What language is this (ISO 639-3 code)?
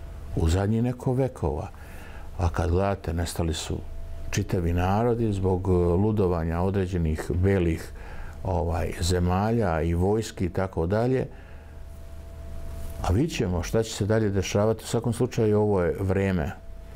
bos